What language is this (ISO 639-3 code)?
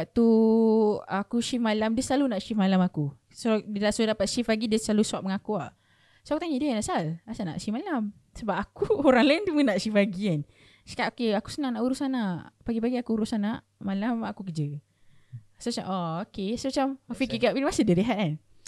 msa